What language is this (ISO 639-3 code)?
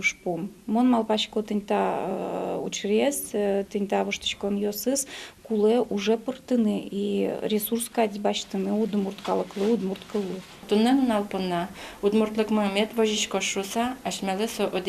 udm